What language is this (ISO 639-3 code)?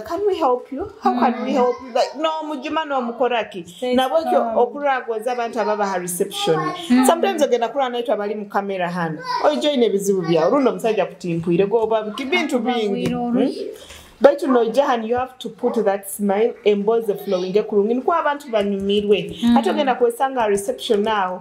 ttj